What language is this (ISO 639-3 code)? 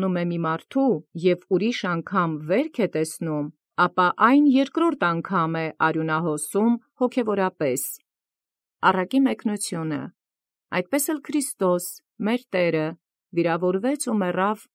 hye